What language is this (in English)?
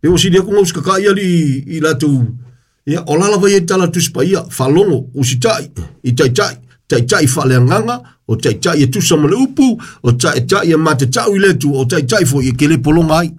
Samoan